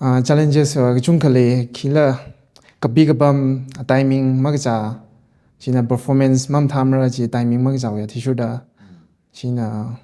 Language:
Tangkhul Naga (India)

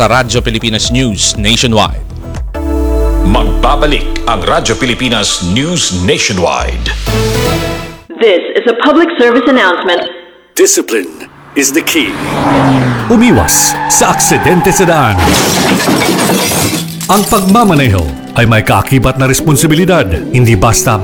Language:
Filipino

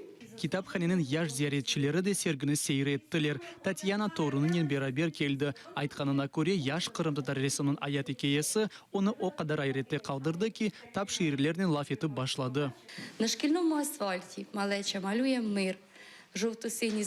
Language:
Crimean Tatar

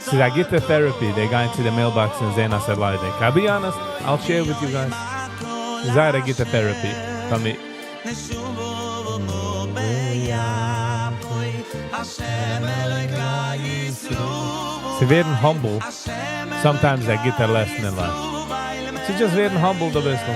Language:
Yiddish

